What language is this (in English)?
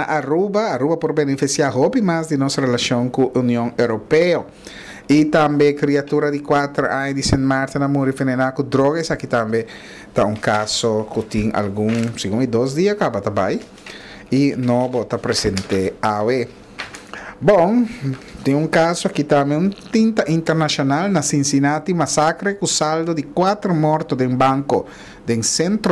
Papiamento